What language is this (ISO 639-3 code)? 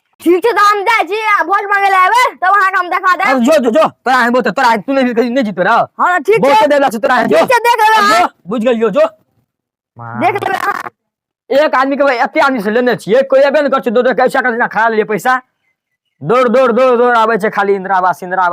mai